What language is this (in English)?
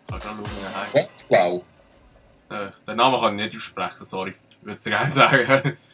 Swiss German